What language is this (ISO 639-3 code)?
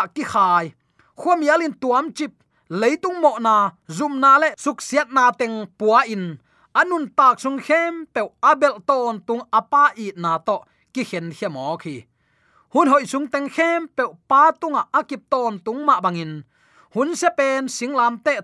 ctd